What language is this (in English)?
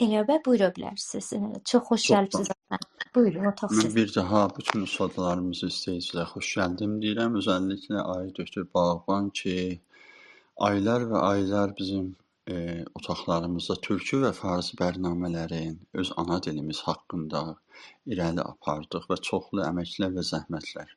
South Azerbaijani